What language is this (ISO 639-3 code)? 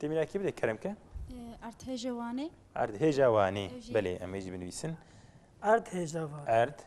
kur